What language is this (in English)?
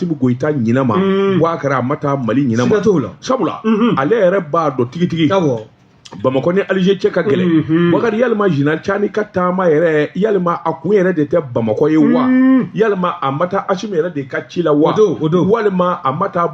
Bambara